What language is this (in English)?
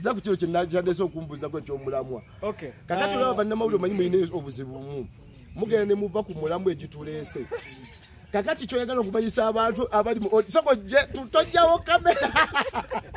Ganda